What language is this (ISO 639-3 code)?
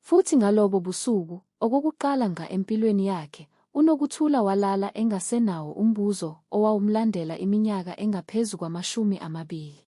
zul